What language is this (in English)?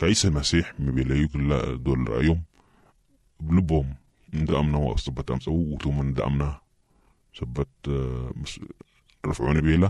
Sudanese Arabic